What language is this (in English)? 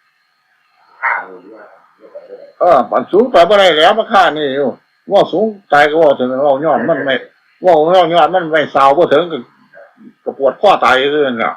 Northeastern Thai